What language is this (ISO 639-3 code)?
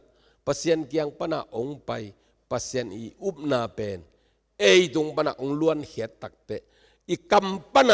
ctd